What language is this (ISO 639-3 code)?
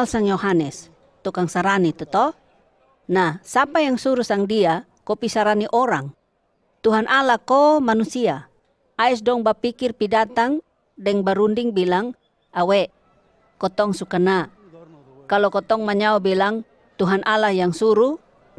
mkn